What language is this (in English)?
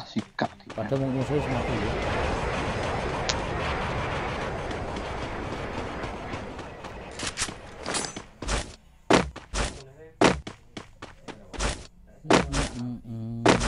Javanese